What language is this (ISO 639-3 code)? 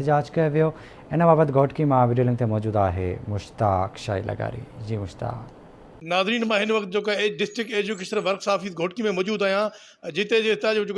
snd